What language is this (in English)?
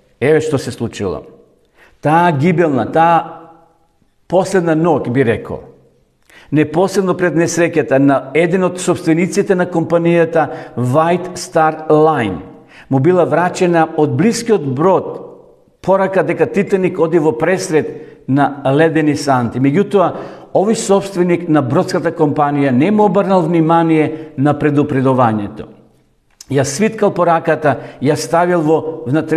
Macedonian